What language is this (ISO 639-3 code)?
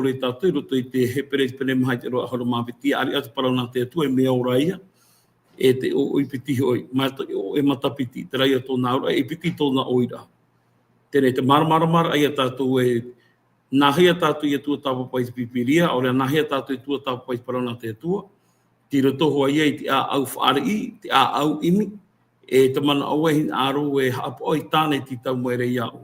tah